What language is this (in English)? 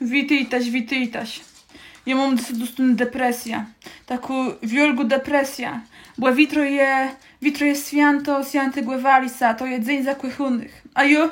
Kashubian